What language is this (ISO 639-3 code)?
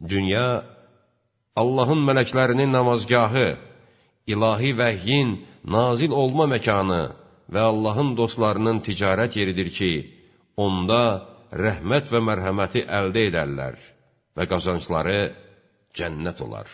aze